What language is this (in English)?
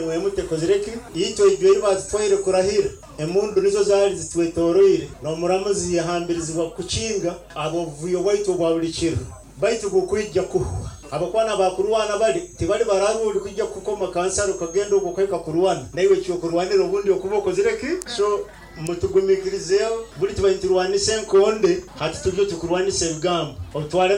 Nyoro